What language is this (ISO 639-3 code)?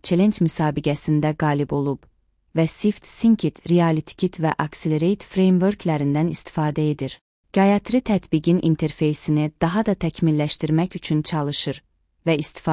aze